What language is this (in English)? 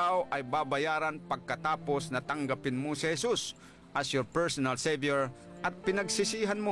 Filipino